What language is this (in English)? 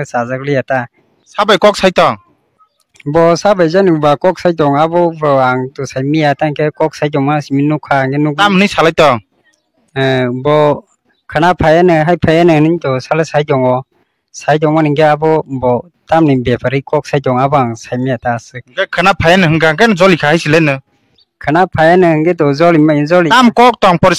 Kok Borok